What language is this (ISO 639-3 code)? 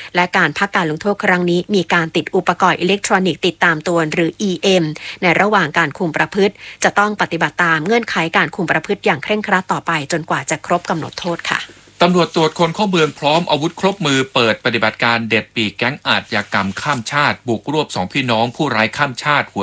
tha